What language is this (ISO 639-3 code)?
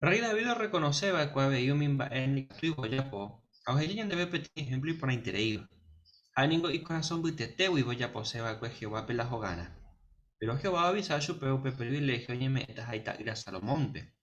grn